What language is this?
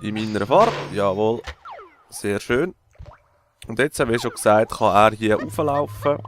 Swiss German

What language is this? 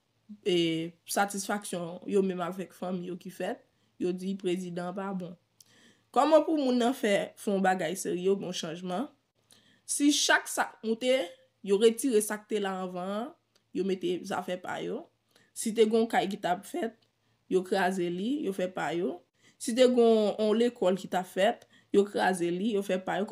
Haitian Creole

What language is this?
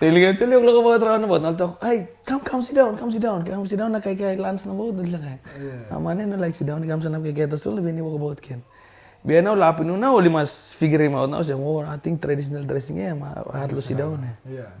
Tok Pisin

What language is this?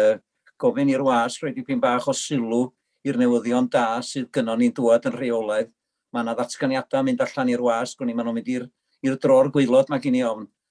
Welsh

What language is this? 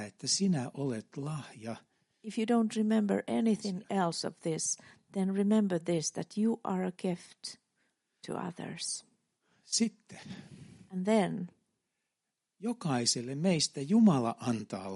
Finnish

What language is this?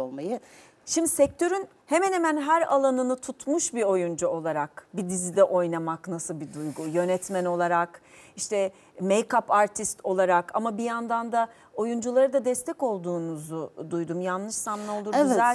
Turkish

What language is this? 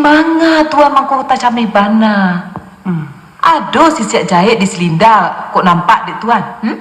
Minangkabau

